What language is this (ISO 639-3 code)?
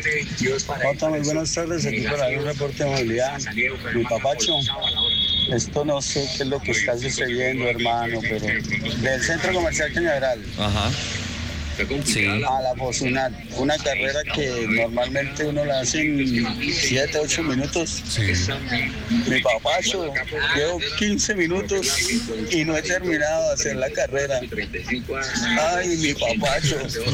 spa